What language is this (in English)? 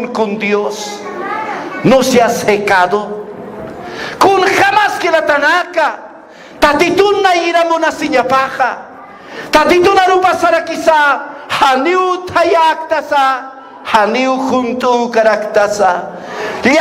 Aymara